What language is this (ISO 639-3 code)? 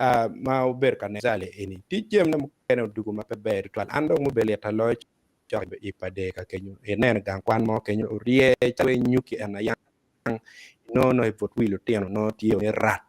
ach